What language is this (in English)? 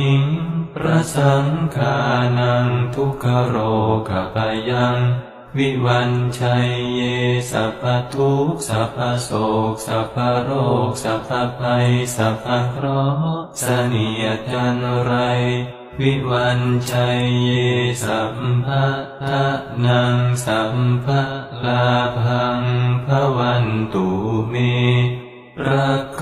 Pali